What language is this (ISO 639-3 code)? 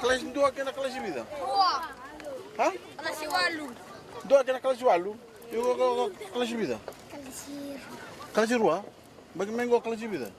fij